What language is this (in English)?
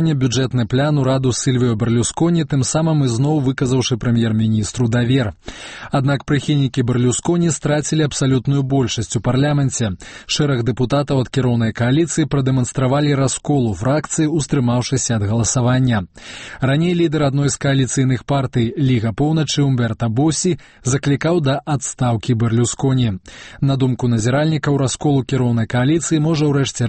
Belarusian